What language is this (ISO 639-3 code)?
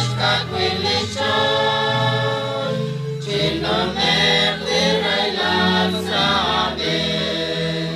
kek